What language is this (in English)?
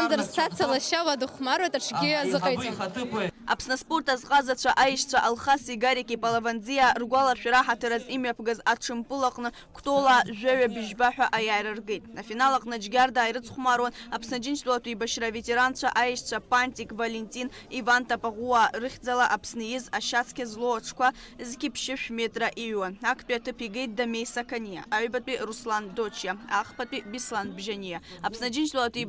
Abkhazian